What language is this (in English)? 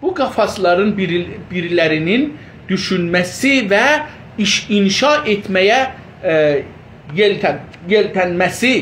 South Azerbaijani